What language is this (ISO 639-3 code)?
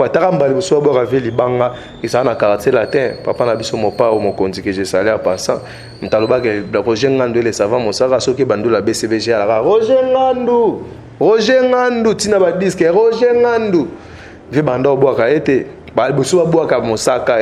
lin